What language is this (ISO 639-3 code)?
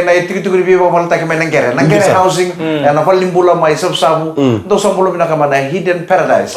fij